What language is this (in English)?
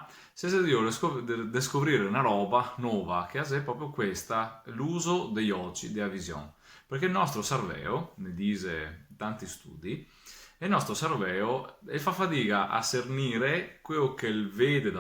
Venetian